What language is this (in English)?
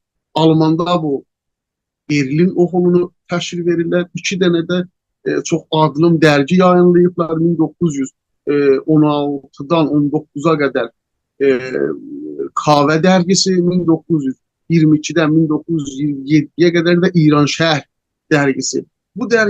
South Azerbaijani